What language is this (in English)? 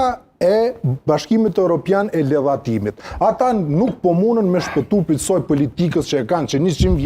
Albanian